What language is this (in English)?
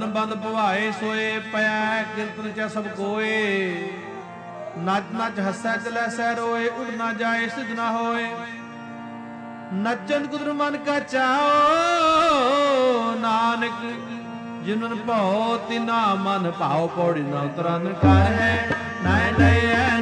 Punjabi